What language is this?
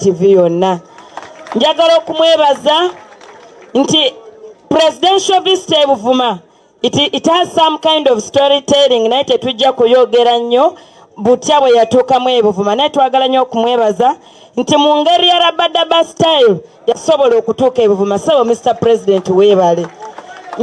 Ganda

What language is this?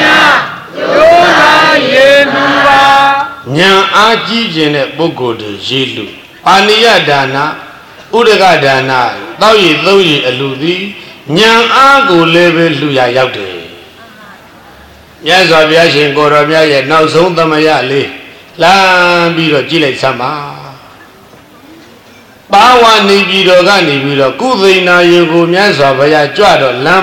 Burmese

